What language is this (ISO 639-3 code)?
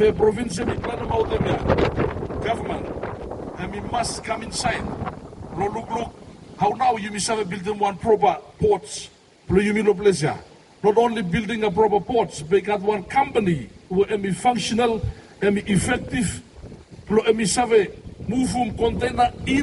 bis